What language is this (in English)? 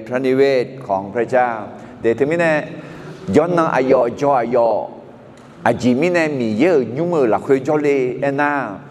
Akha